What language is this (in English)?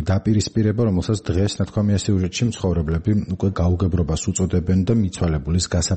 Georgian